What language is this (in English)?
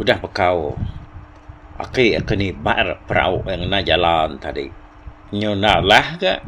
Iban